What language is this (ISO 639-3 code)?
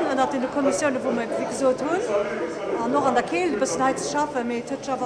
ltz